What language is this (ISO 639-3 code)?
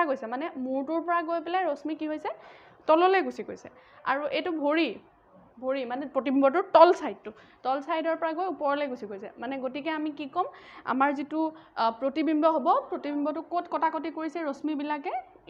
asm